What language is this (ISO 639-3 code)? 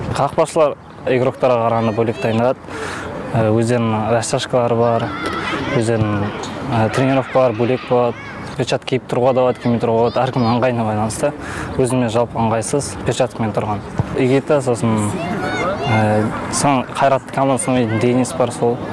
kaz